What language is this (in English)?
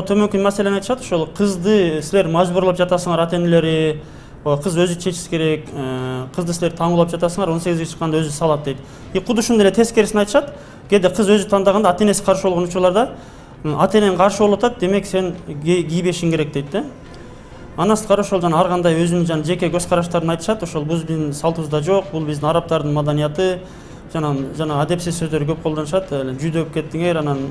Kyrgyz